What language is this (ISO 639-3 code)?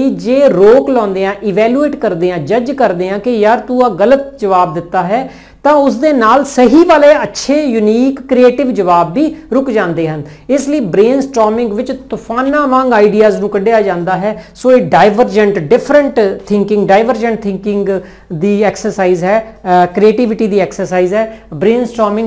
pan